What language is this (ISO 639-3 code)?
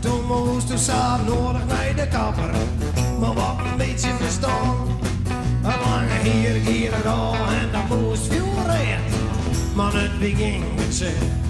fry